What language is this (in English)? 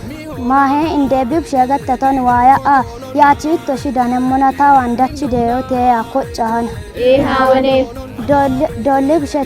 Kafa